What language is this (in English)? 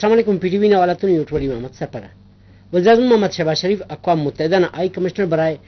Brahui